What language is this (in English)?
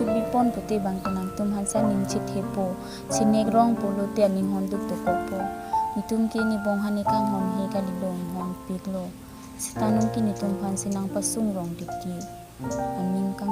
Karbi